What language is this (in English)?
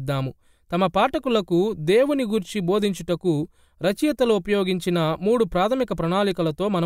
Telugu